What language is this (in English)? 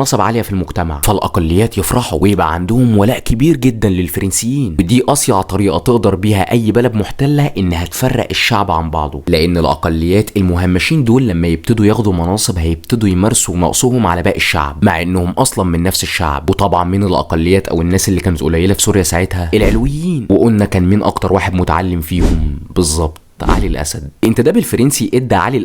Egyptian Arabic